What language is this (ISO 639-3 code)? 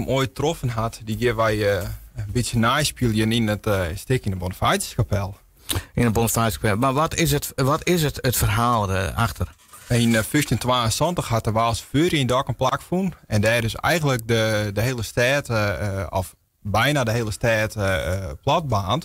fry